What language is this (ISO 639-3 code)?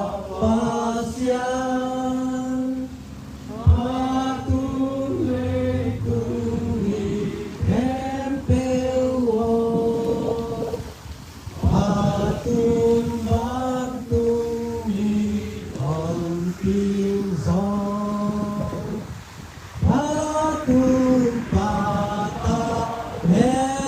ctd